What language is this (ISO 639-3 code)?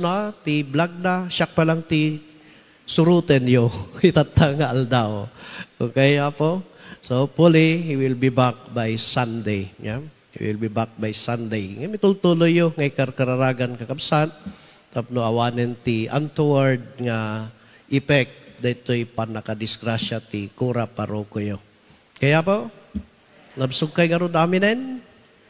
ilo